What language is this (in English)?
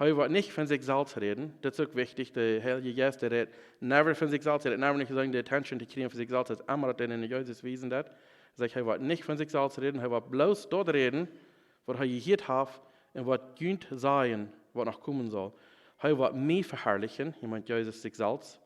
Plautdietsch